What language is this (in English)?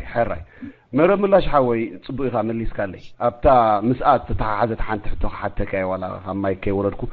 Tigrinya